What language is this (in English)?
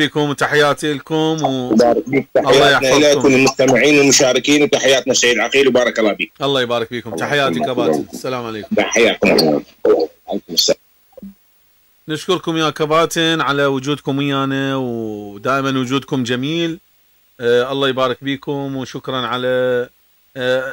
Mesopotamian Arabic